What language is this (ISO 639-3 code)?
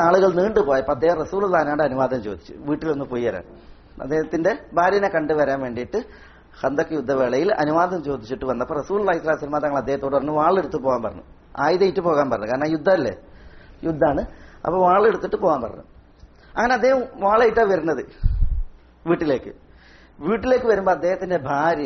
mal